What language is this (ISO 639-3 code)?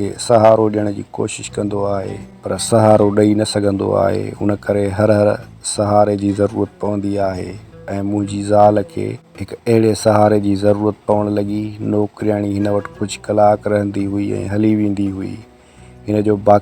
snd